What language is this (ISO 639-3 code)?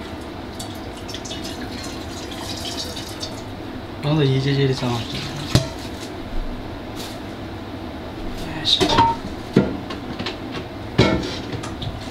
mya